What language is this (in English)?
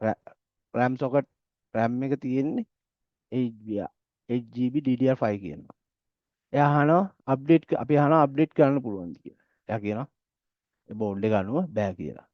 Sinhala